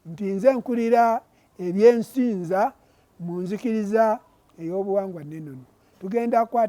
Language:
Ganda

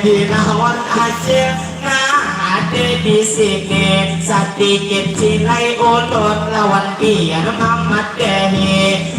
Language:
Banjar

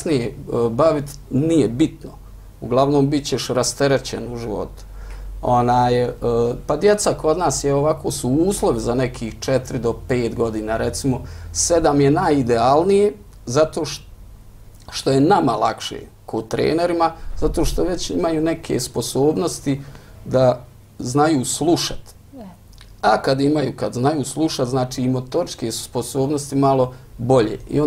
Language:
Bosnian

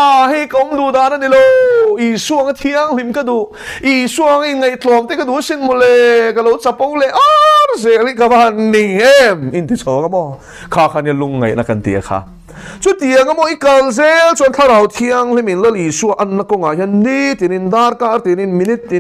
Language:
Mizo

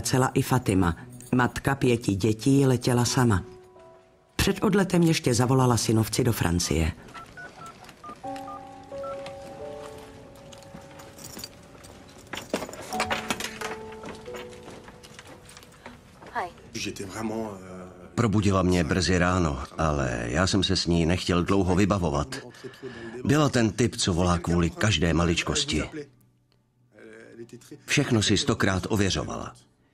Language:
Czech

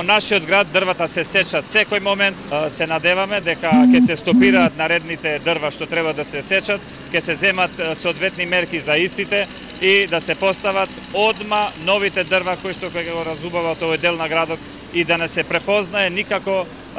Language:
Macedonian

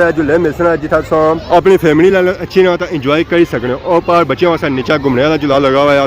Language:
Pahari-Potwari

